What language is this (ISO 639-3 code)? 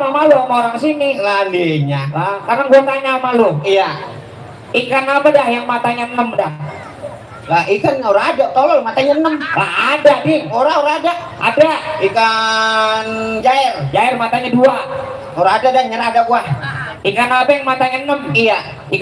bew